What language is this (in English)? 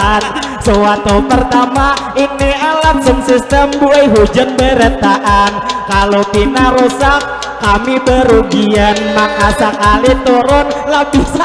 Banjar